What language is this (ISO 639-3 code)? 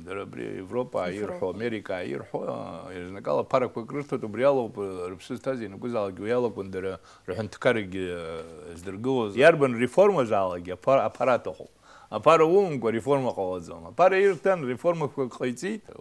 abk